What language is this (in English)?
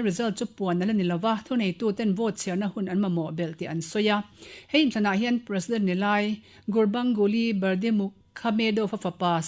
Mizo